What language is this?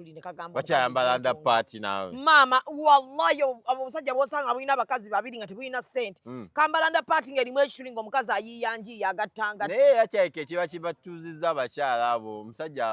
Ganda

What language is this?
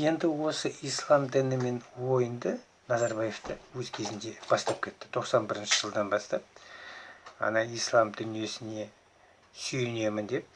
Kazakh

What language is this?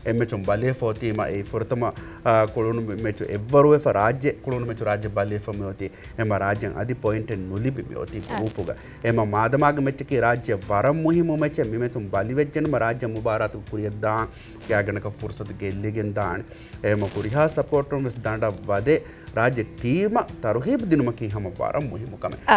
Divehi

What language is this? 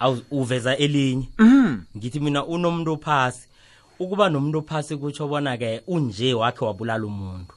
South Ndebele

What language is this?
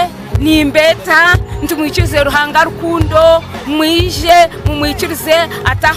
Nyankole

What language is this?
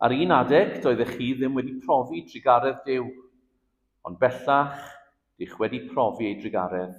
Welsh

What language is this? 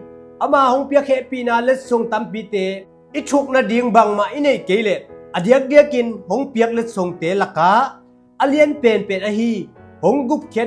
Tedim Chin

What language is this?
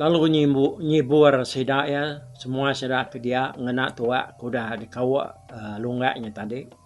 Iban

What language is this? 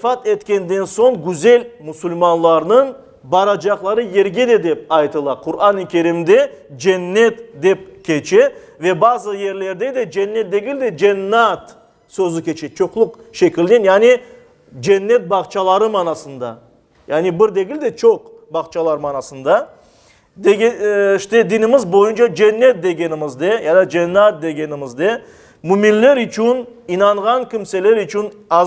Crimean Tatar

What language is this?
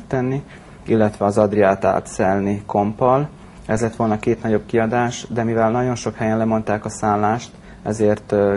Hungarian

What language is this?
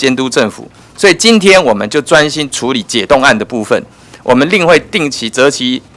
Chinese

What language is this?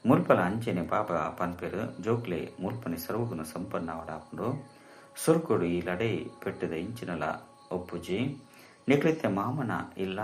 Tulu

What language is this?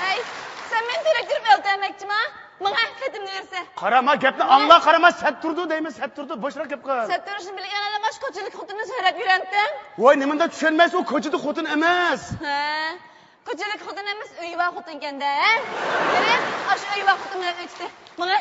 Uyghur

